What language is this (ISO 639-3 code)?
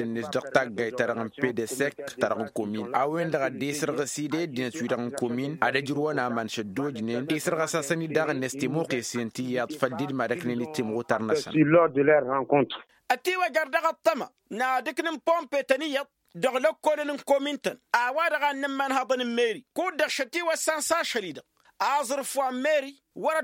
taq